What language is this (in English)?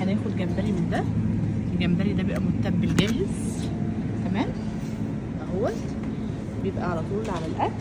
Egyptian Arabic